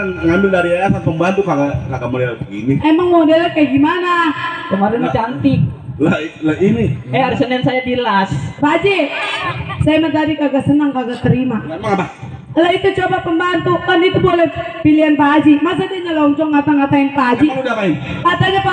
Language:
Betawi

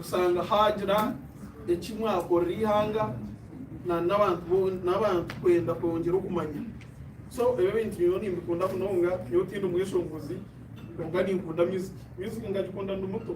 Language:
Nyankole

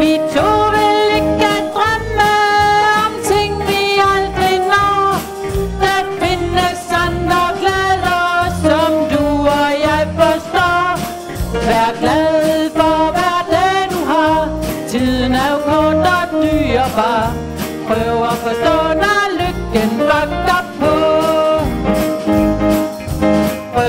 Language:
Danish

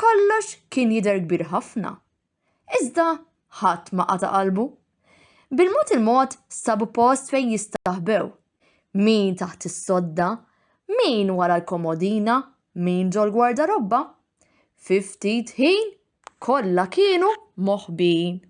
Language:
Maltese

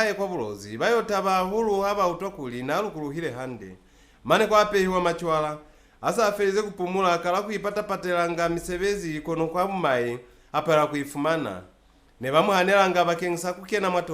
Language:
Lozi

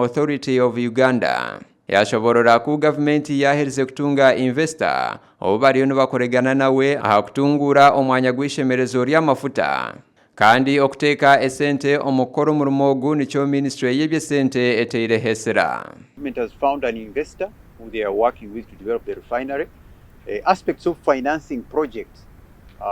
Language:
Nyankole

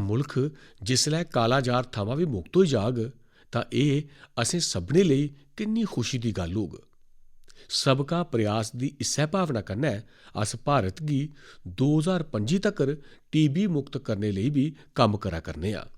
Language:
Dogri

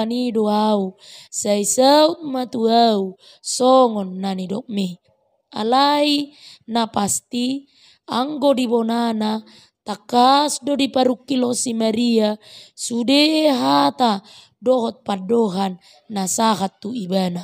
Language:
Batak Toba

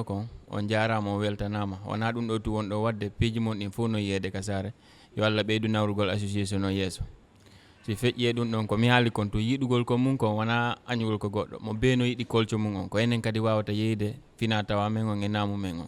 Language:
Fula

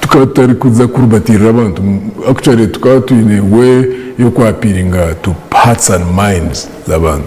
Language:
Nyankole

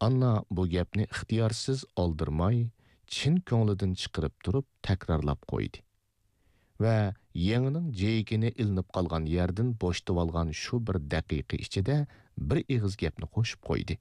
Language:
Uyghur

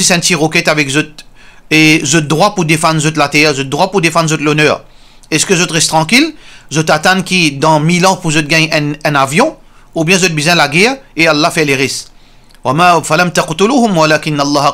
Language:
Morisyen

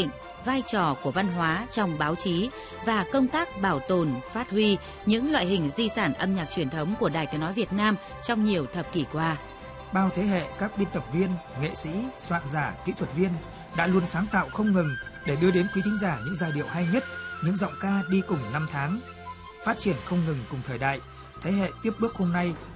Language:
Vietnamese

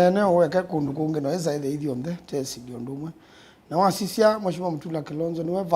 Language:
Kamba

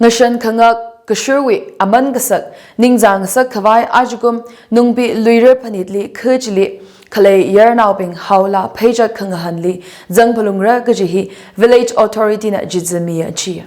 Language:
Tangkhul Naga (India)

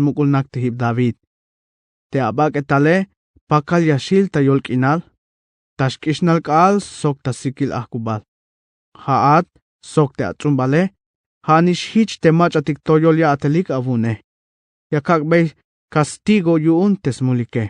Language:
Tzeltal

